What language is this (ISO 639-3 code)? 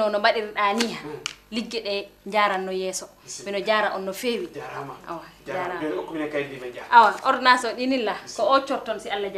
ful